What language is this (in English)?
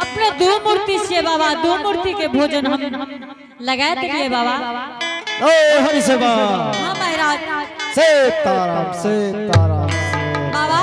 Angika